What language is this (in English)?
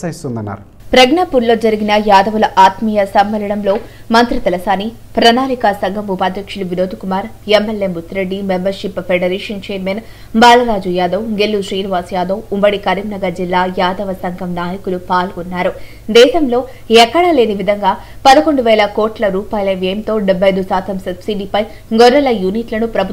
Telugu